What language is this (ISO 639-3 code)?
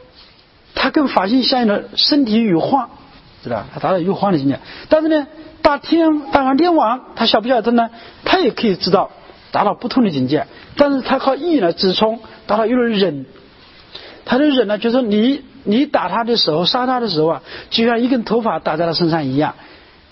zho